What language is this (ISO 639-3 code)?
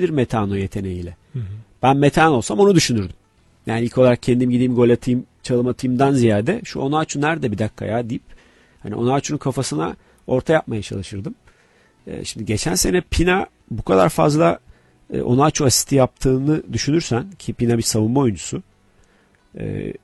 tur